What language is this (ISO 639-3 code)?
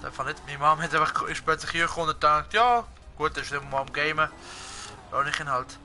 gsw